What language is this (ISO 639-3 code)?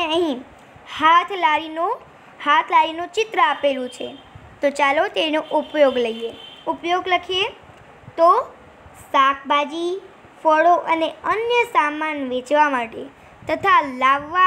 guj